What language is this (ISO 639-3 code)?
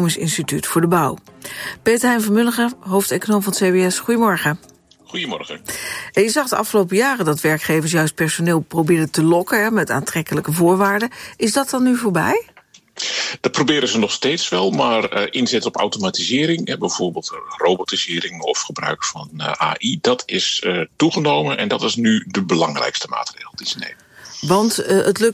nld